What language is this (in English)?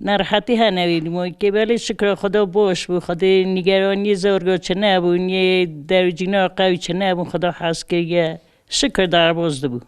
Kurdish